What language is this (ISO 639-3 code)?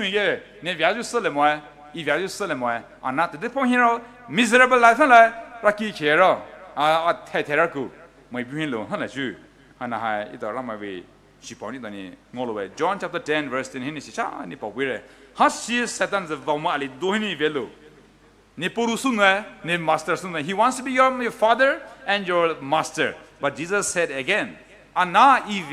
pmx